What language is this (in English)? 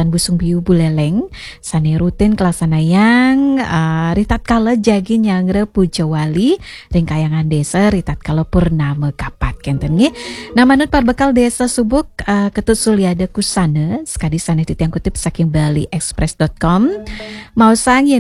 Balinese